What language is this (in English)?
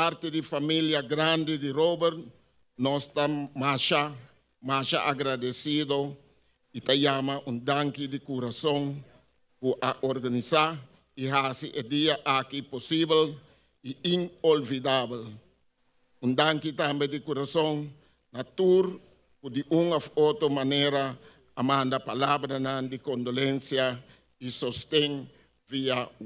Papiamento